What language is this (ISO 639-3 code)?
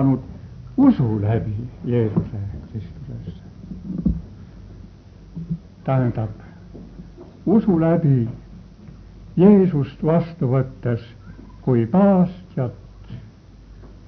est